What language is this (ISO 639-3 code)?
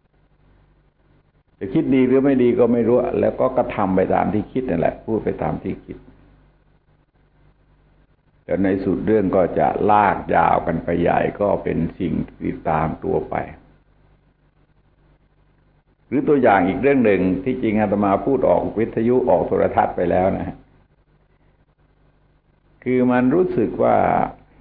tha